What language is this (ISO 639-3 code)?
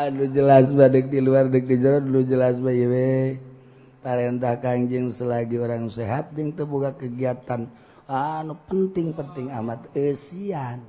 sun